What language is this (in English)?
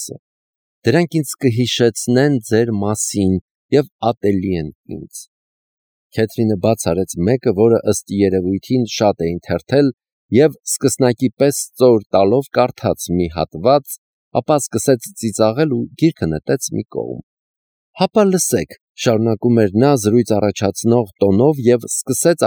Armenian